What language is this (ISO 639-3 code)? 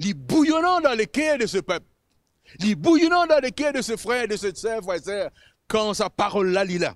mfe